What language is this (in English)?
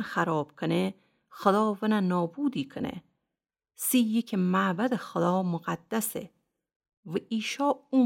Gilaki